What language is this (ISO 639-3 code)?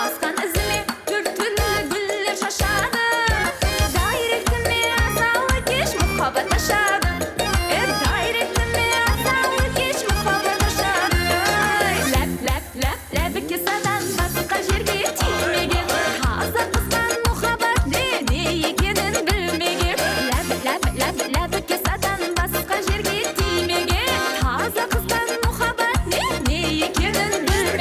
kaa